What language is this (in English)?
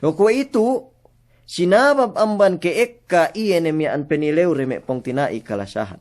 Yakan